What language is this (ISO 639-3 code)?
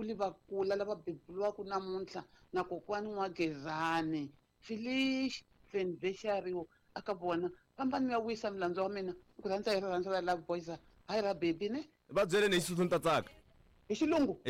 tso